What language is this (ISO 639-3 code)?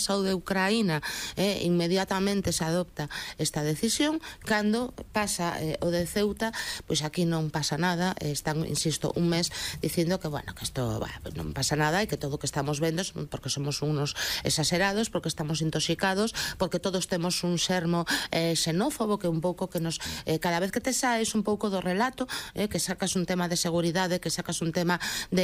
glg